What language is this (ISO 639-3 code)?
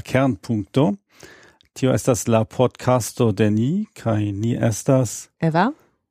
epo